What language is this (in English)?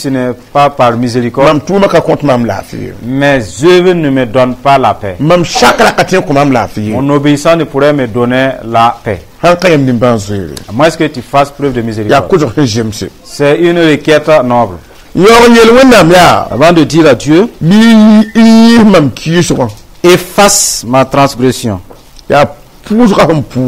Mossi